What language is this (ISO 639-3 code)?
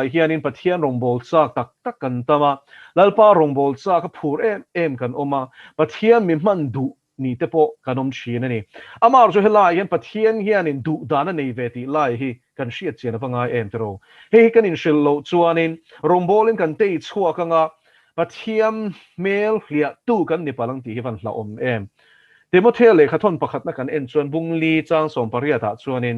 lus